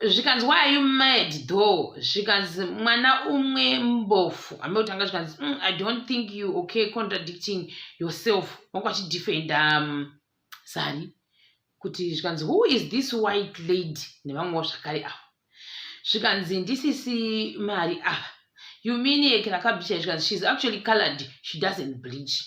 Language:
Shona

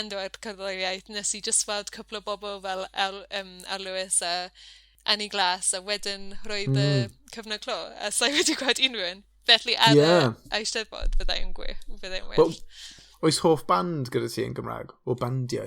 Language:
Welsh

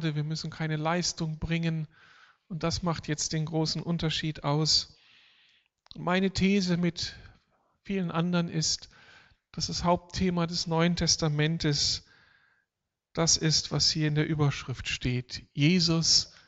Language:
German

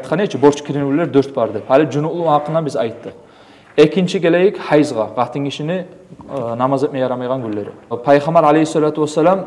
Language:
Kumyk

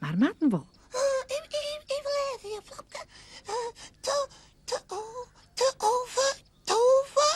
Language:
Western Frisian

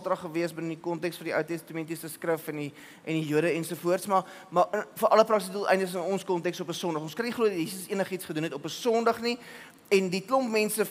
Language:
Afrikaans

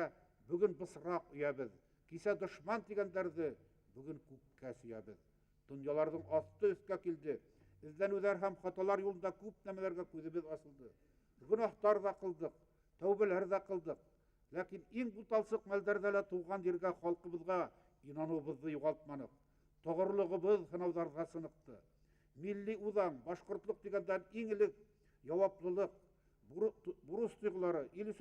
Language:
Bashkir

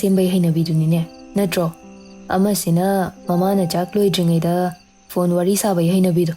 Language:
Manipuri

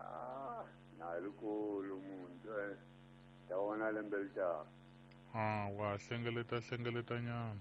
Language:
Tsonga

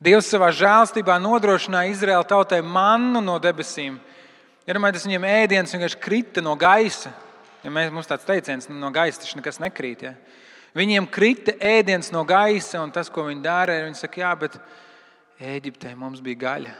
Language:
Latvian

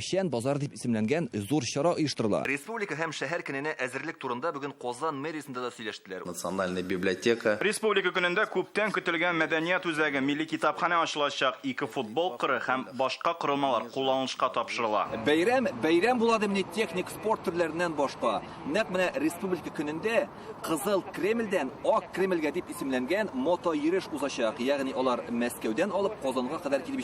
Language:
Tatar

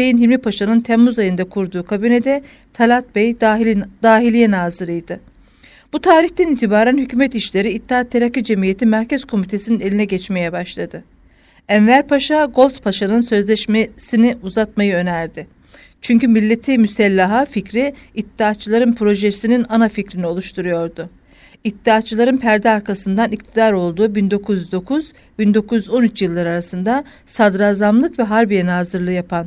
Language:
Turkish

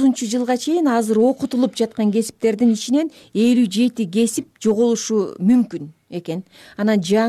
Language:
Kyrgyz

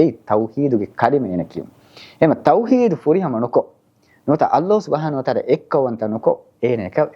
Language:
Divehi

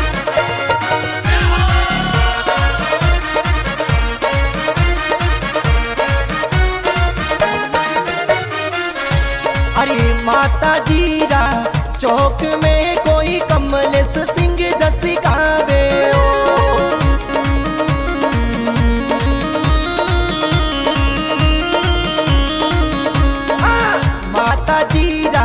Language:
Bhojpuri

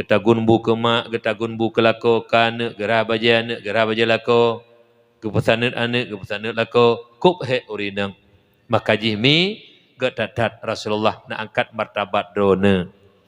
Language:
Achinese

